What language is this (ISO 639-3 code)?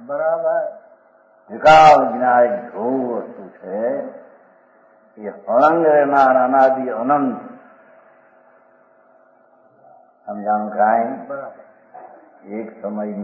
guj